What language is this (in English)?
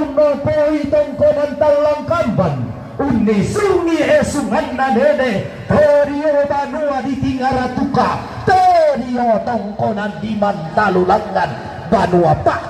Toraja-Sa'dan